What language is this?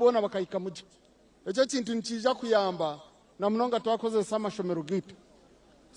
Nyankole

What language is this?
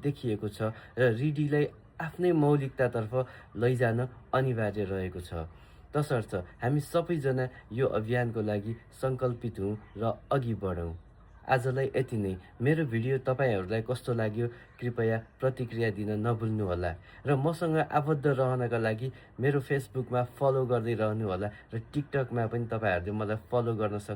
Nepali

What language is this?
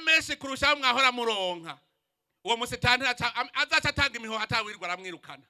Rundi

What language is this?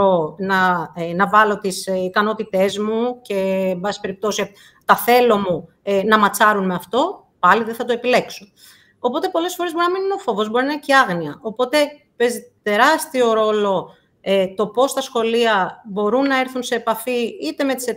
Greek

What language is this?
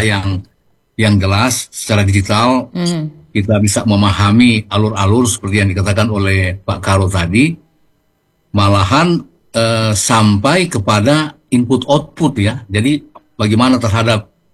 Indonesian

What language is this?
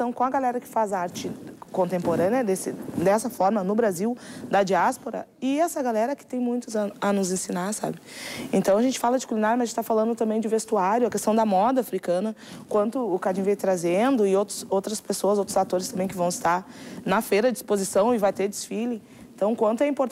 Portuguese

